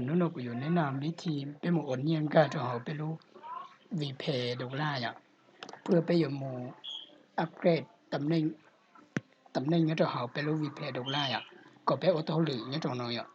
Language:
Hmong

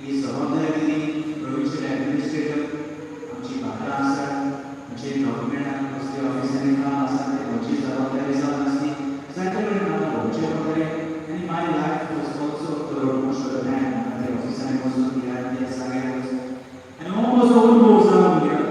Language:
Konkani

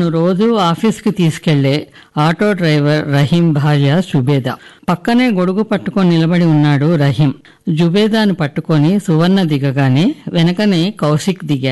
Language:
Telugu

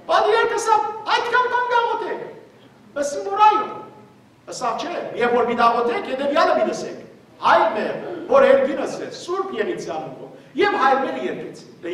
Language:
Western Armenian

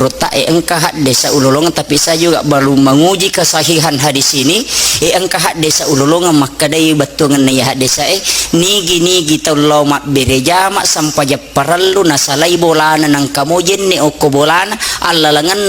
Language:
Buginese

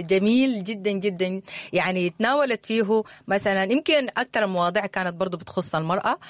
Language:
Sudanese Arabic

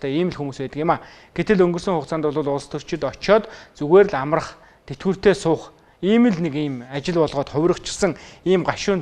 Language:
Mongolian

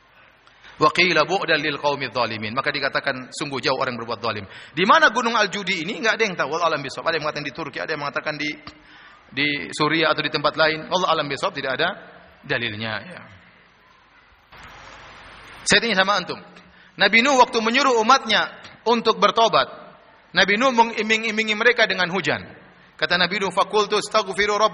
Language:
Indonesian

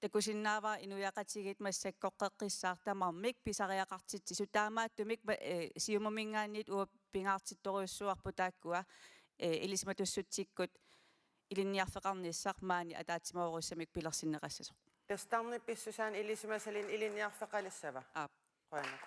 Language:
Kalaallisut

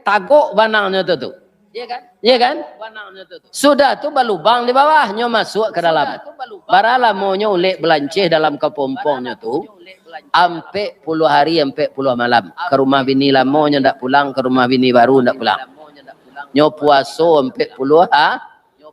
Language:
Minangkabau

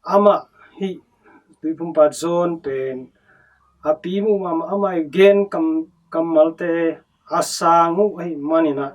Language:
Tedim Chin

